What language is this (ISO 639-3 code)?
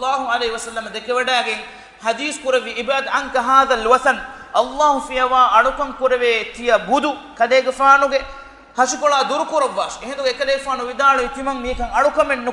div